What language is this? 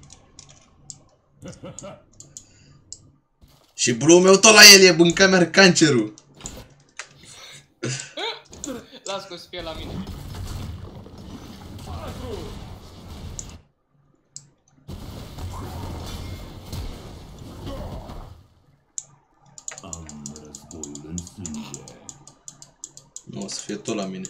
Romanian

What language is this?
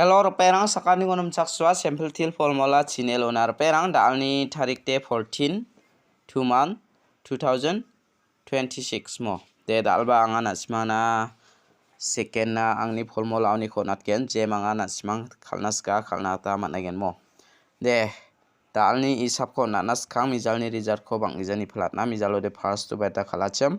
Garo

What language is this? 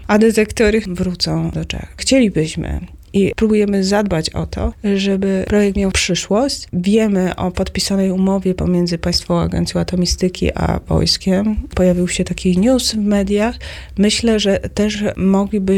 Polish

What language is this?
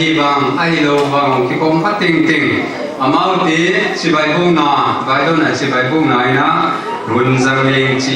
Paite Chin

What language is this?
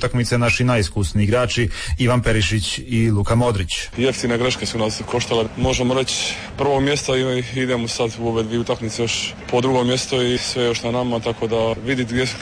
Croatian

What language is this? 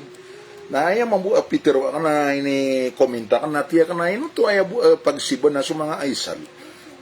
Maranao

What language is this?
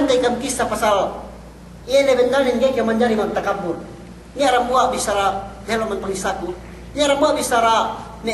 Yakan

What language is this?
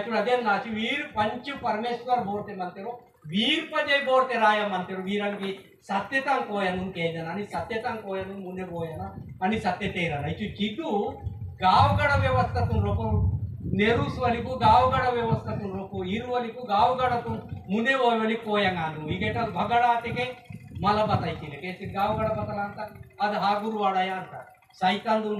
Aheri Gondi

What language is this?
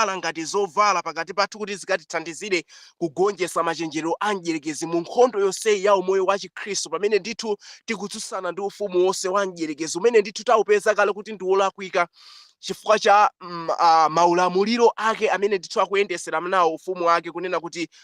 Nyanja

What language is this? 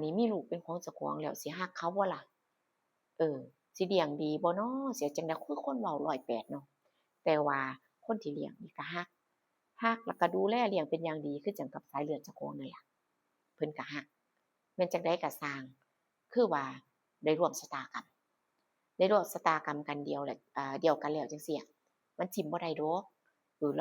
Northeastern Thai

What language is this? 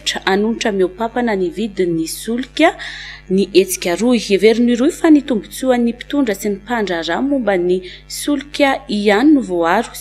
Malagasy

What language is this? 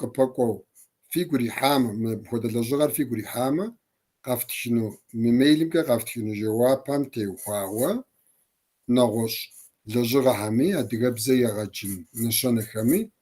Kabardian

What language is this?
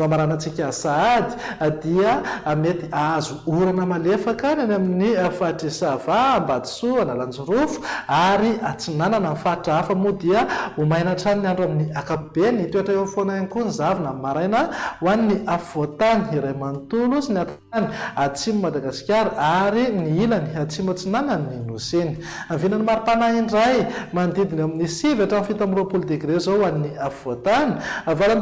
Malagasy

